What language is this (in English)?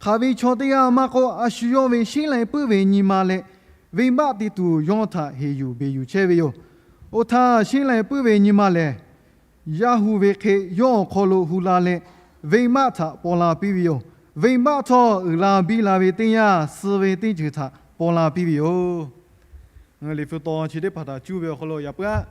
Lahu